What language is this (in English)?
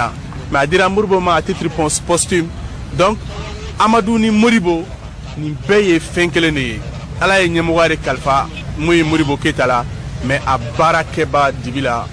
Bambara